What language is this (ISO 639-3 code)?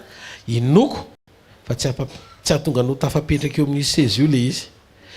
mlg